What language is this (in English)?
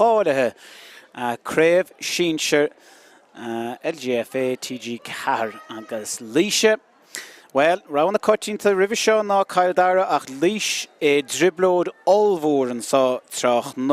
Irish